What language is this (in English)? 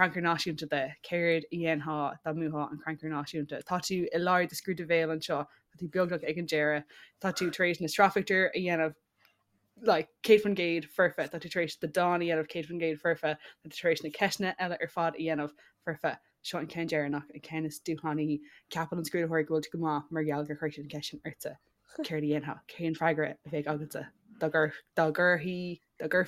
Irish